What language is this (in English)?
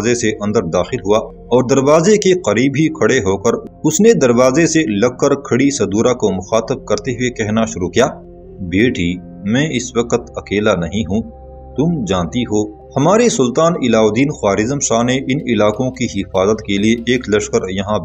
Urdu